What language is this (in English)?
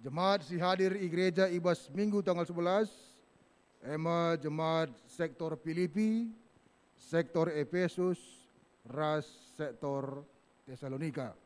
Batak Karo